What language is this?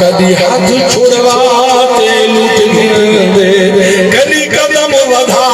Saraiki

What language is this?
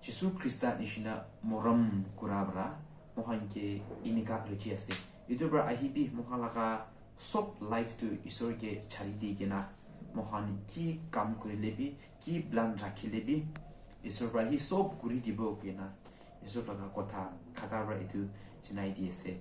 Naga Pidgin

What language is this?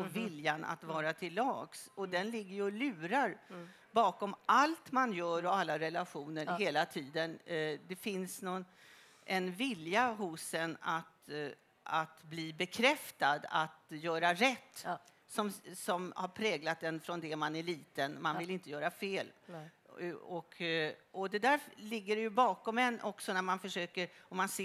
Swedish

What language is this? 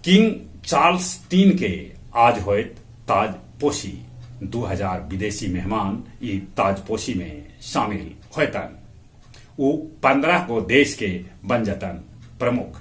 Magahi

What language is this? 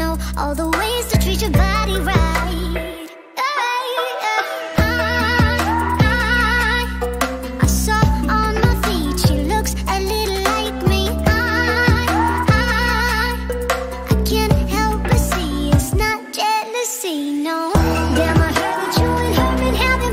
English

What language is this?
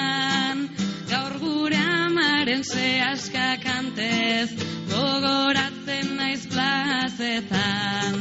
Basque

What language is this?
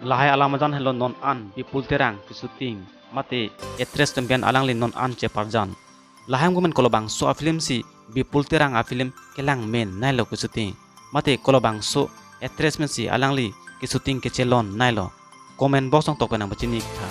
Karbi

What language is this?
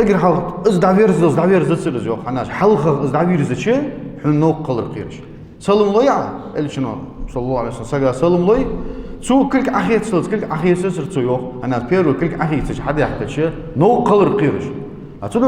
Ingush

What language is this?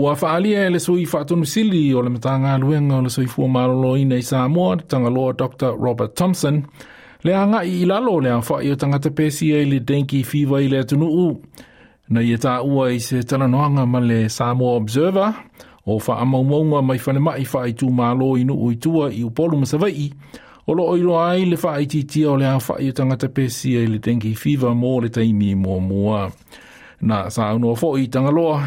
Samoan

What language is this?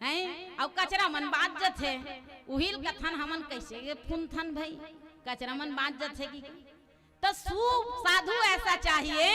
Chhattisgarhi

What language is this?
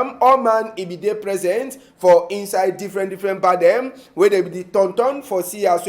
Cameroon Pidgin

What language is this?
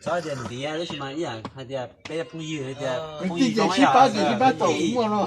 Hmong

